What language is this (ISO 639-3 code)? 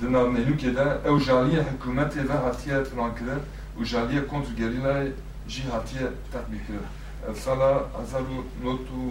kur